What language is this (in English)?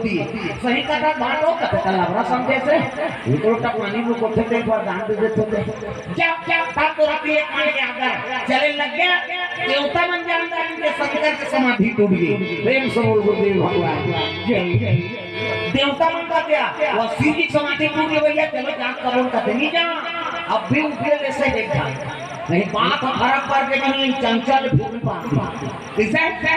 Chhattisgarhi